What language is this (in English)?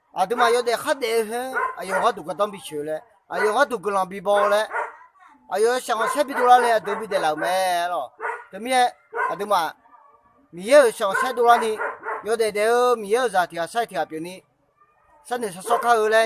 Akha